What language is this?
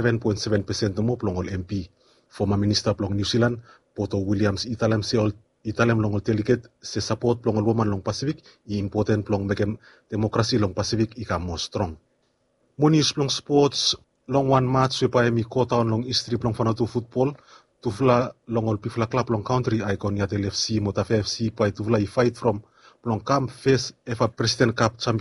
Bislama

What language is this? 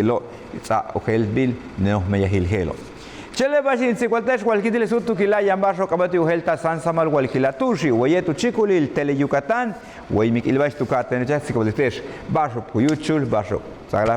Yucateco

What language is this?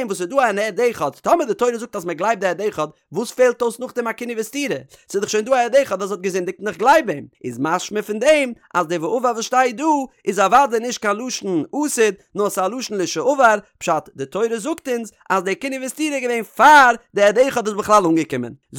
Yiddish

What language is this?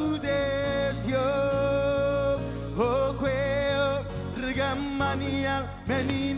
Marshallese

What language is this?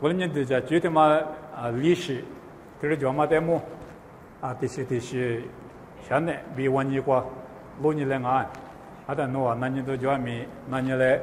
Lisu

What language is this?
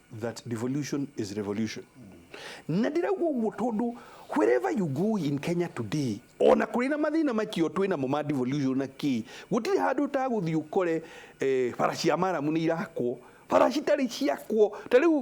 Kikuyu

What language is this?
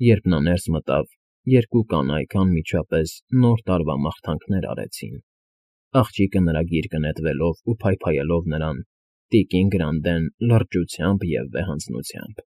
Armenian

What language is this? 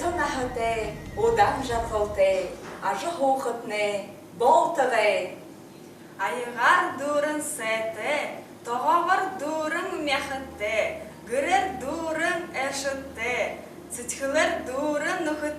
Buriat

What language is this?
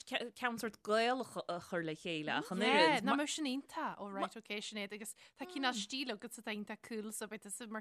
Irish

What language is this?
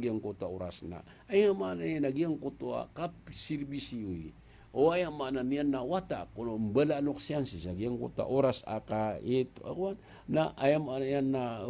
Maranao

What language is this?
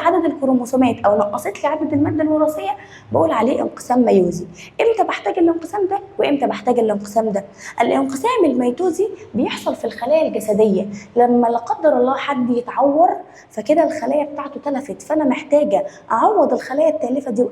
Egyptian Arabic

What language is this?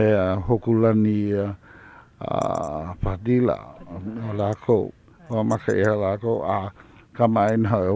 Hawaiian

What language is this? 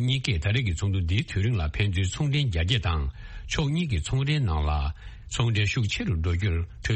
Tibetan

